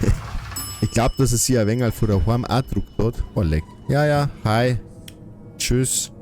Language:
Bavarian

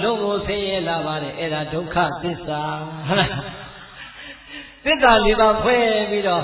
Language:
Burmese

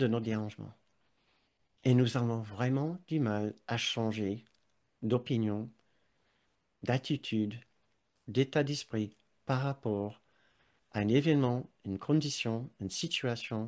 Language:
French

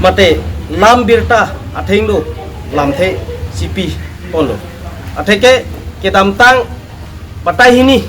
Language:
Karbi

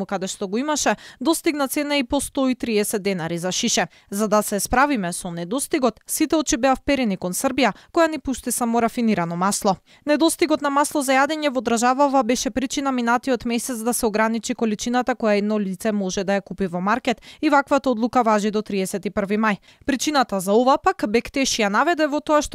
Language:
Macedonian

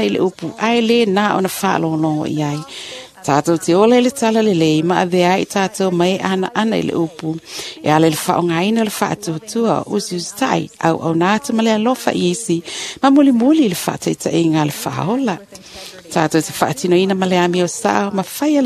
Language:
Samoan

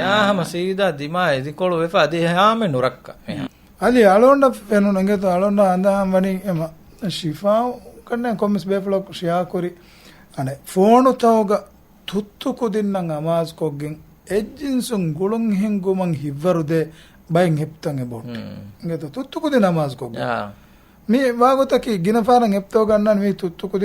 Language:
Divehi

